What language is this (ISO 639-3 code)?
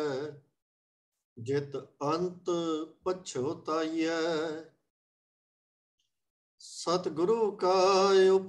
pan